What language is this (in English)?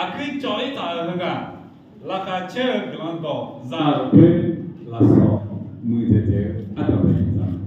Akha